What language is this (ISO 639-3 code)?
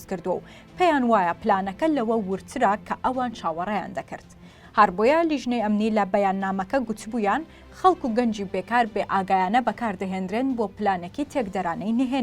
ckb